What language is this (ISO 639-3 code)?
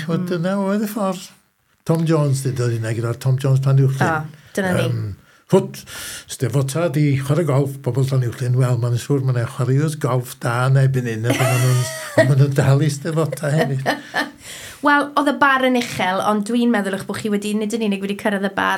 cym